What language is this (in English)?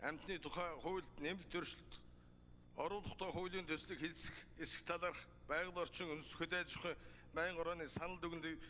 Mongolian